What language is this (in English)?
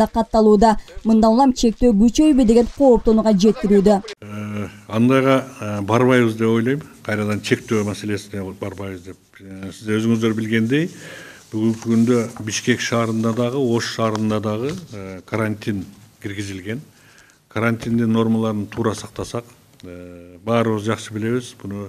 Kyrgyz